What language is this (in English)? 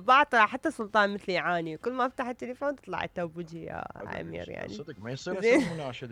Mesopotamian Arabic